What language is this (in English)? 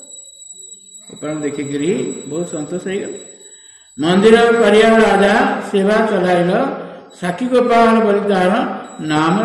Odia